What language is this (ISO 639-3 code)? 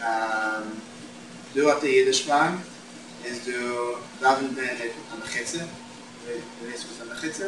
yid